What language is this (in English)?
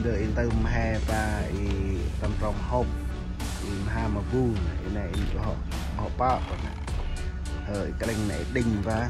Central Mnong